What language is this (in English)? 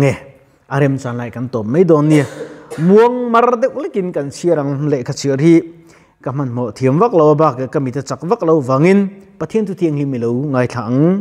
Mizo